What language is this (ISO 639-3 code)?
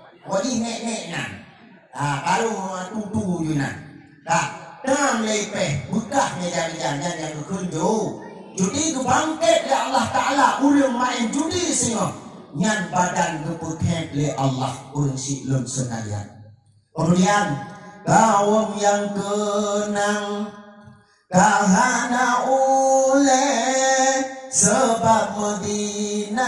ace